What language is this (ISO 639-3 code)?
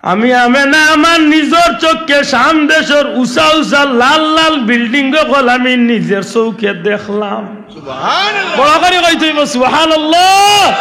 syl